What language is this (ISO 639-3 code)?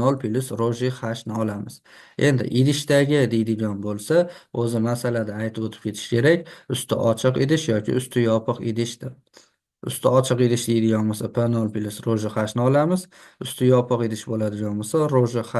uzb